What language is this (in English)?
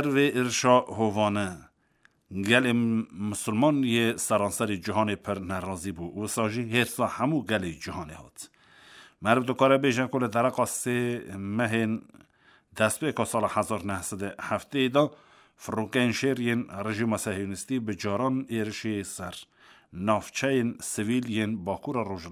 Kurdish